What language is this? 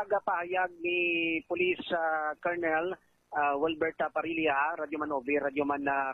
Hiligaynon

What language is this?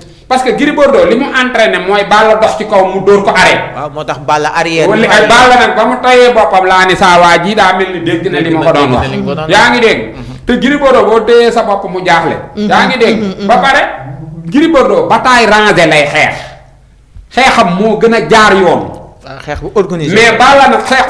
Wolof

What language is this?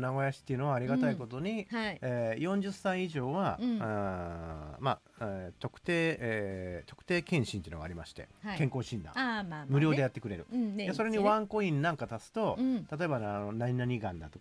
Japanese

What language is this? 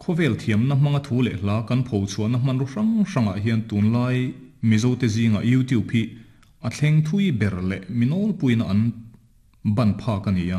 Mizo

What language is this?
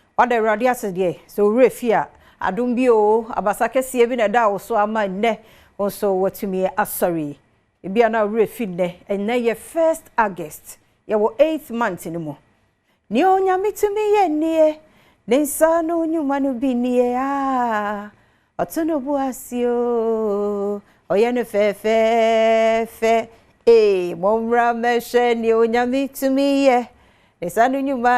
Akan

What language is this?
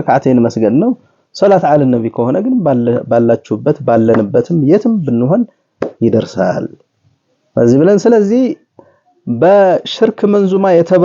Amharic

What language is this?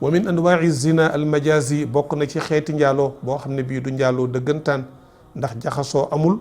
Wolof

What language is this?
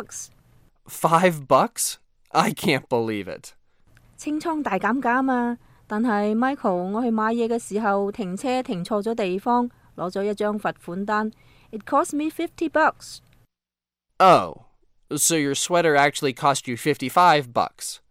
Cantonese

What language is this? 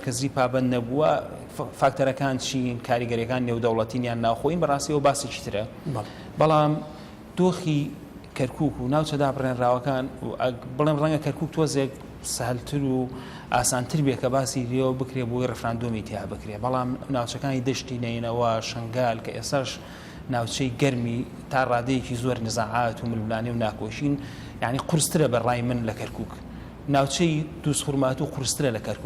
Central Kurdish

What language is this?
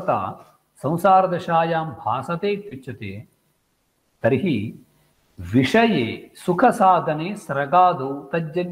Sanskrit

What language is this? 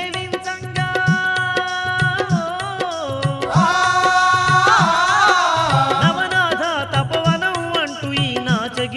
Telugu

